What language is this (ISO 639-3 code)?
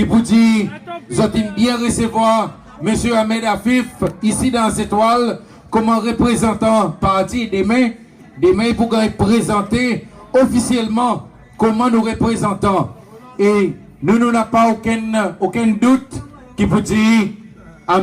crs